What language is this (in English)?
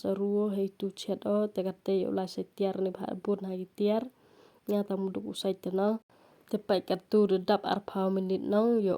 Pnar